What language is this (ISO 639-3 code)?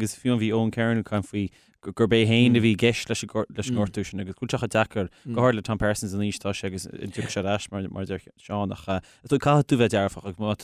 gle